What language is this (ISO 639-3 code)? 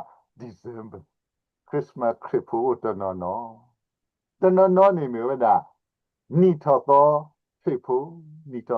ksw